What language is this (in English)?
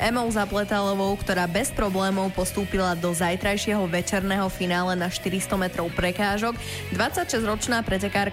Slovak